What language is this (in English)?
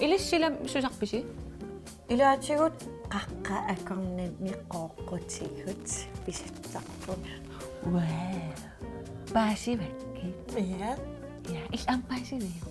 Kalaallisut